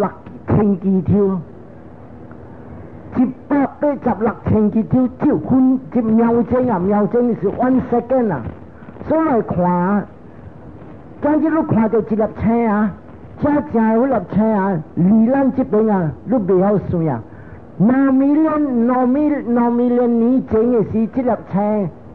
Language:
Min Nan Chinese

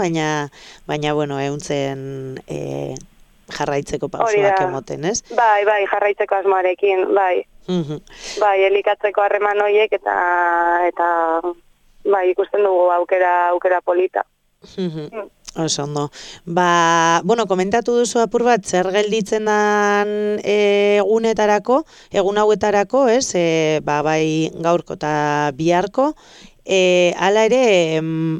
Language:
Basque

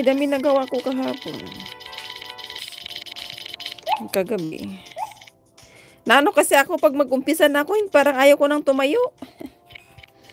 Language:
Filipino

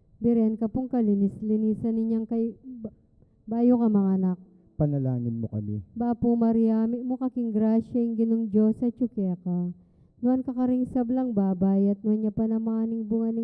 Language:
Pampanga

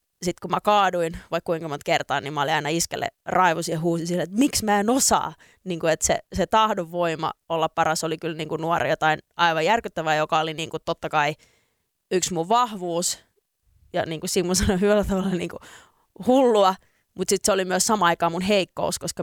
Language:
Finnish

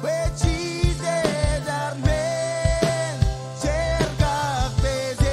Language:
Marshallese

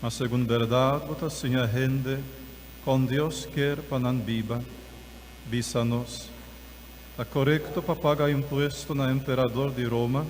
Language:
Papiamento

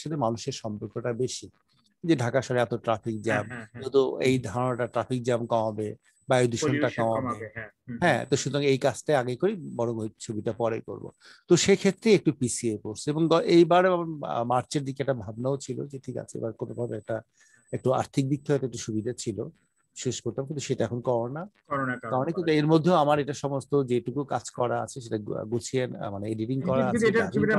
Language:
Bangla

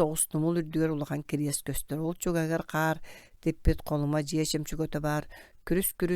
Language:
Yakut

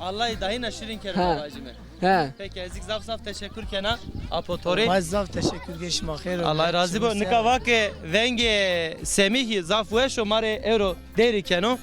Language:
Zaza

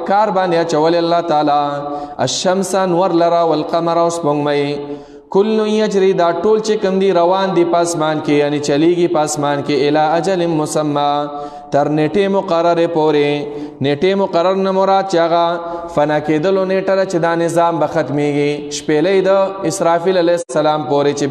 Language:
Pashto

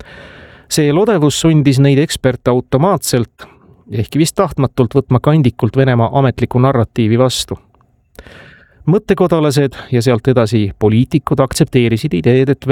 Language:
Estonian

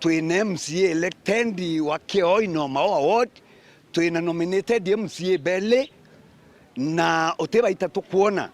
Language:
Meru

